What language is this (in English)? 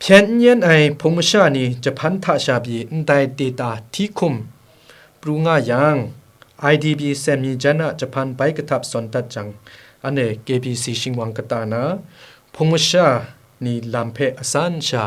Kachin